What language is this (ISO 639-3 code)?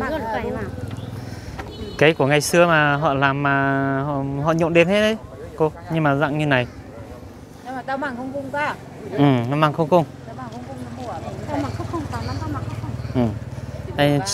vie